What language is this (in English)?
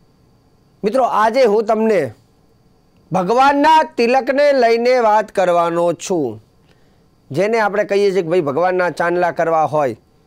Gujarati